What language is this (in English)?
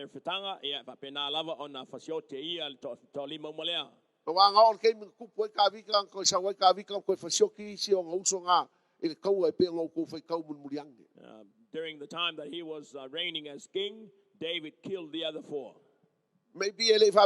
Samoan